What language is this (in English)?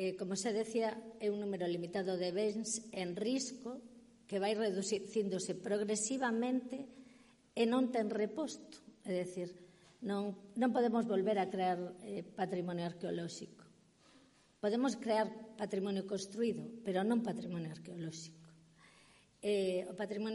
Galician